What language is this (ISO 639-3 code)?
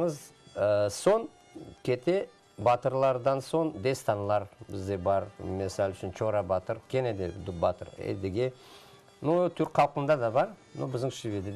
crh